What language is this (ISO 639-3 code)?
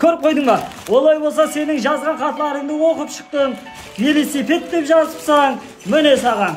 kaa